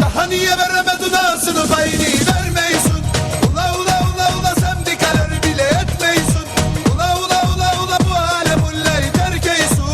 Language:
Kara-Kalpak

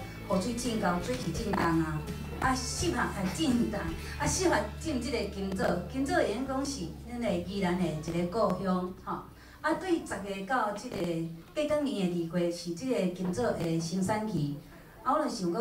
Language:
Min Nan Chinese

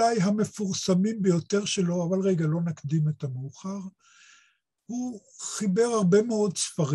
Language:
Hebrew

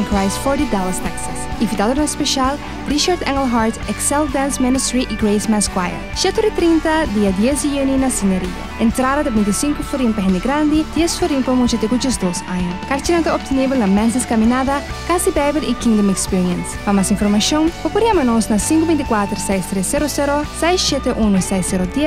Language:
Papiamento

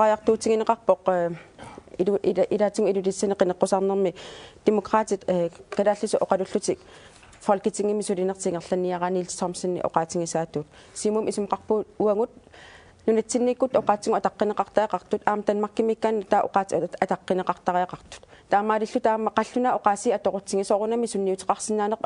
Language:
Kalaallisut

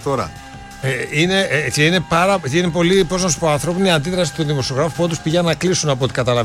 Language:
Greek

